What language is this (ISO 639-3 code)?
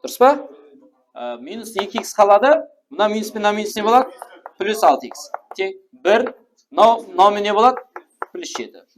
kaa